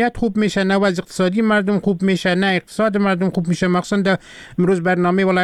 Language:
Persian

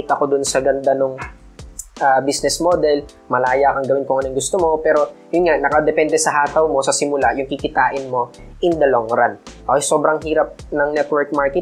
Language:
Filipino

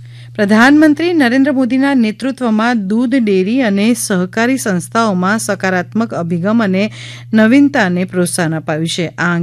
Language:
Gujarati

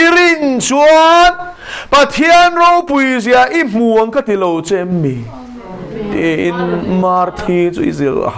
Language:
Mizo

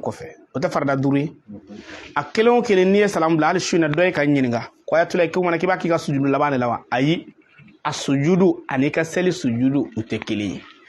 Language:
Bambara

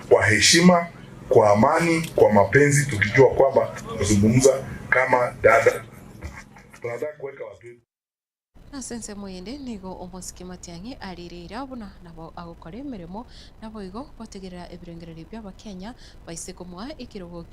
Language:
Gusii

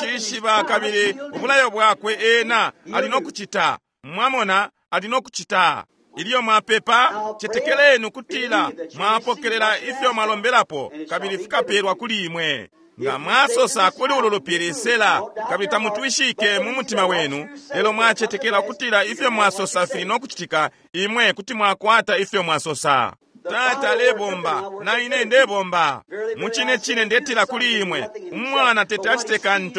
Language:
Bemba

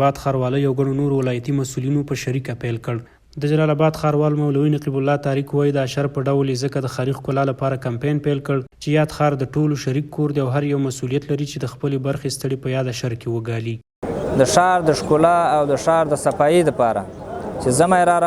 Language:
Pashto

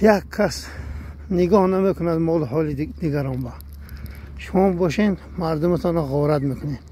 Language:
Tajik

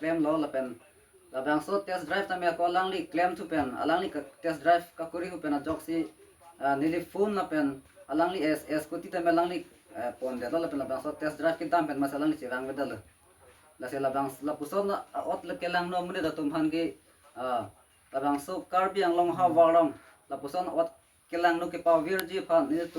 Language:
Karbi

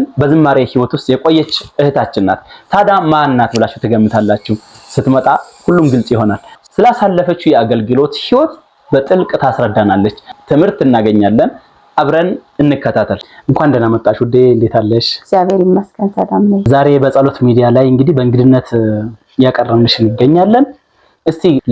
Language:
Amharic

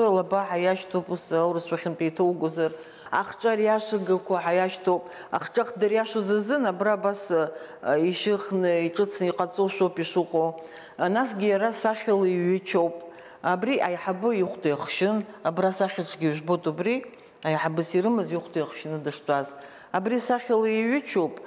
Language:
Abkhazian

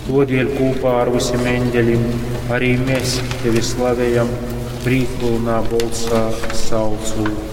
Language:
Latgalian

